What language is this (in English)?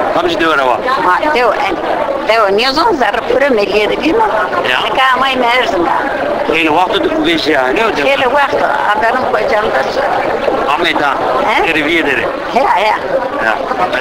Zaza